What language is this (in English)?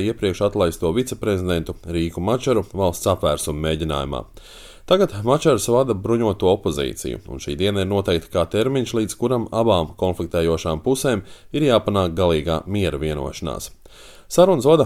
Latvian